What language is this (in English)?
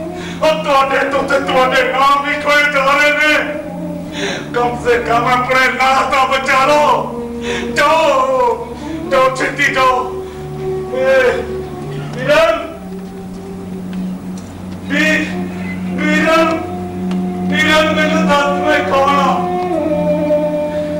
Punjabi